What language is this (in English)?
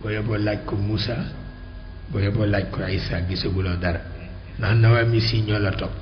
Wolof